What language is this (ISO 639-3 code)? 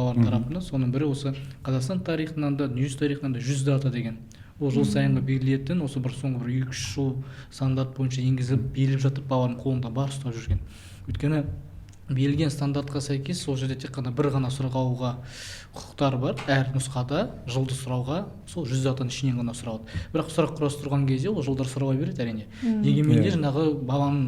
kaz